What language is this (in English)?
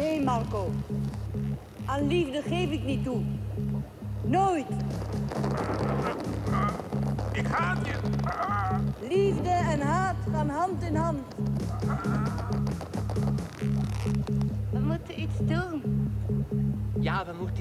Dutch